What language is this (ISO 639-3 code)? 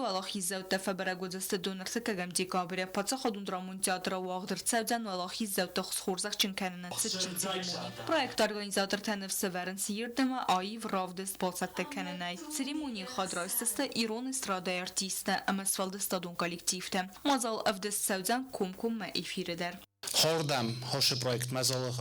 oss